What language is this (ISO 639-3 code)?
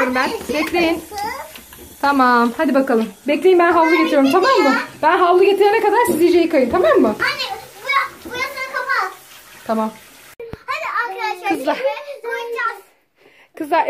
tur